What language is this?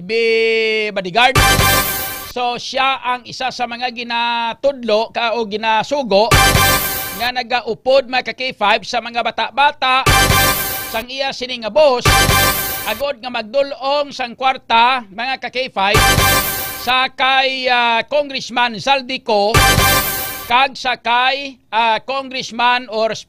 Hiligaynon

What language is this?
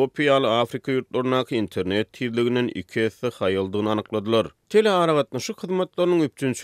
Turkmen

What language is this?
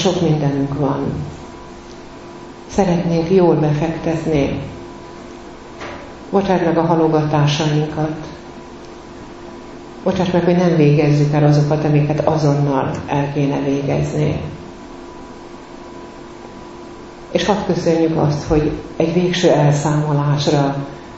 Hungarian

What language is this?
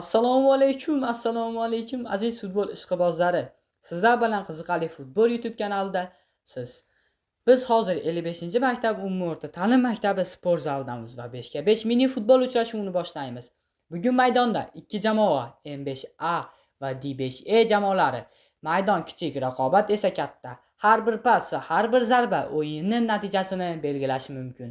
Uzbek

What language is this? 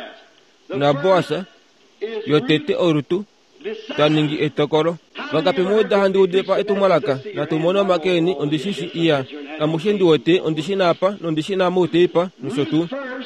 Kuanyama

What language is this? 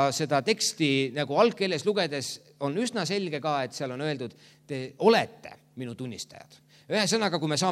Estonian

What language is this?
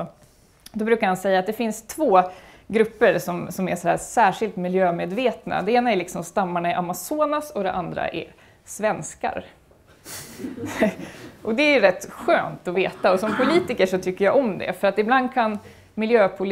Swedish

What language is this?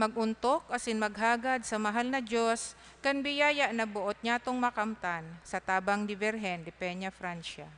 Bikol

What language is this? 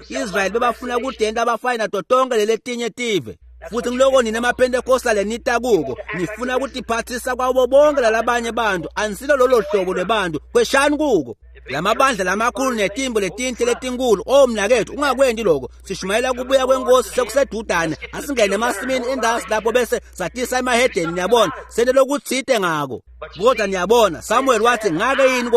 Swati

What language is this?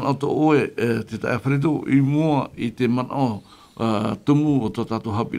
Tahitian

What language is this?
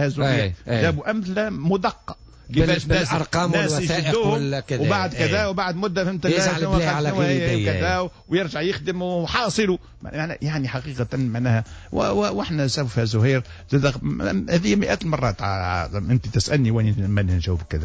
Tunisian Arabic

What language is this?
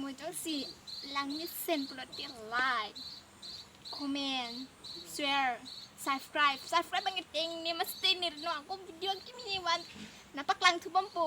Karbi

